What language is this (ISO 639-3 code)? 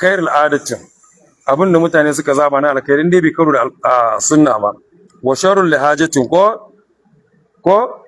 hau